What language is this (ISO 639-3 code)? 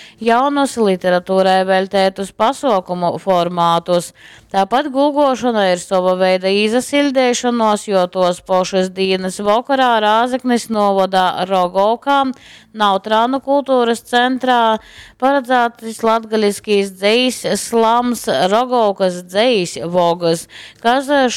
ltg